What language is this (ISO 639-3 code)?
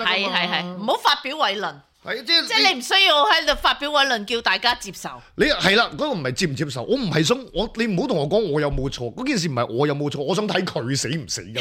yue